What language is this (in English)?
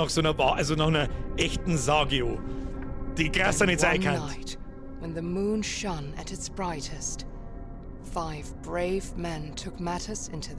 Bavarian